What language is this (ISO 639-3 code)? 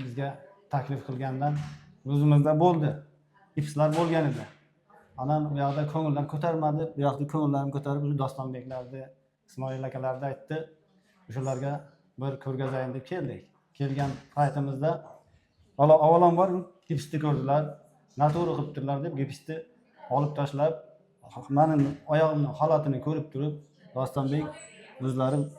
uzb